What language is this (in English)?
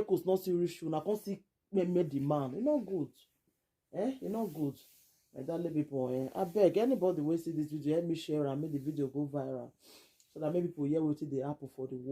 Nigerian Pidgin